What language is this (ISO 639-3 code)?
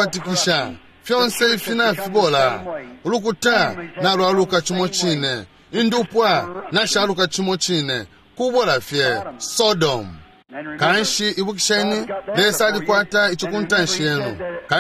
bem